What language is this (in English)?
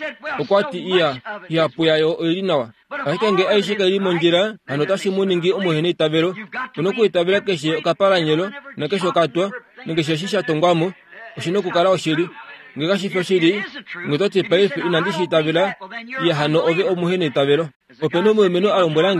Kuanyama